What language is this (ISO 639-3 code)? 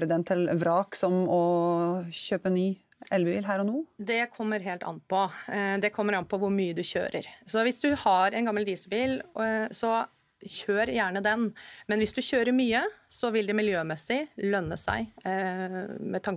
nor